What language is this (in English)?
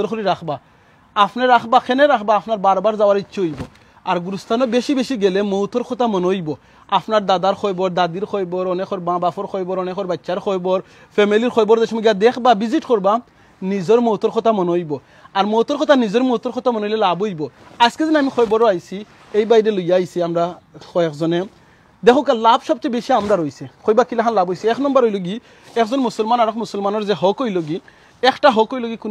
Sylheti